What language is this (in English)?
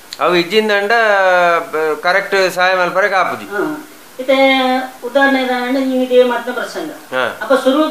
Tulu